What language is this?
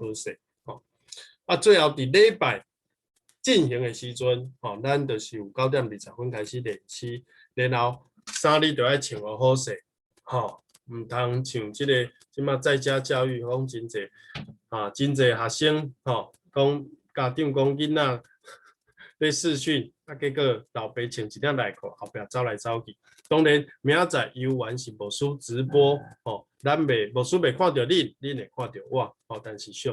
Min Nan Chinese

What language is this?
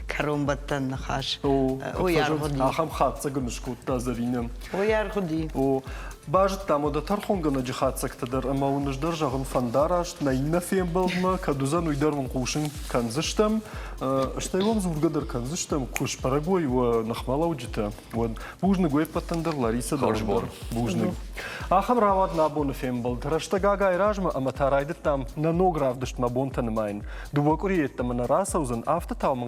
Ossetic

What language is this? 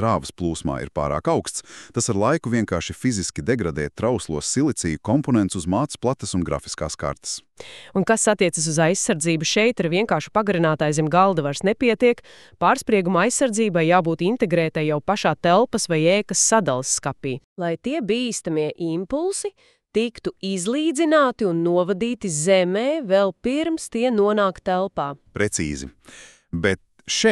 Latvian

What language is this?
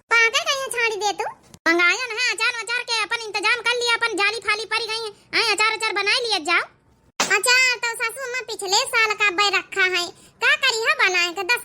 Awadhi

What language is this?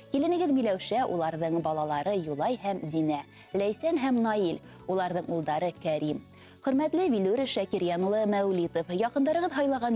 Bashkir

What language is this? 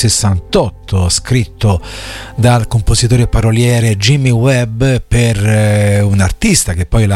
Italian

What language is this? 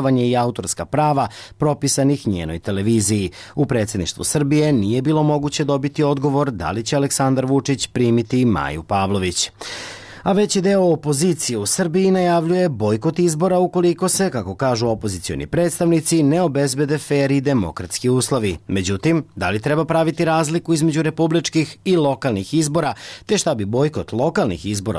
Serbian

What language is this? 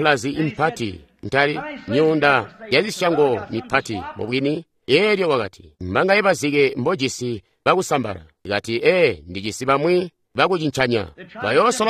Tonga (Zambia)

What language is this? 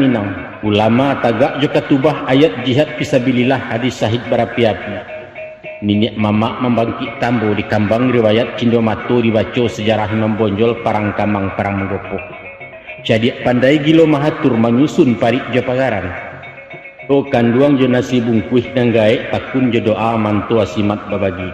Minangkabau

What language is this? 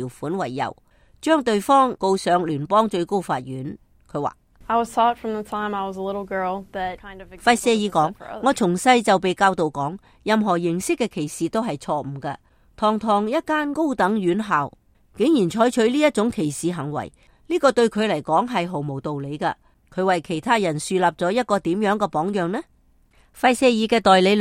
Cantonese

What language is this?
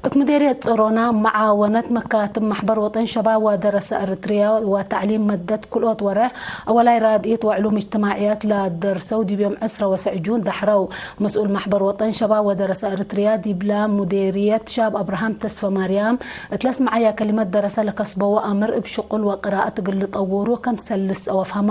Tigre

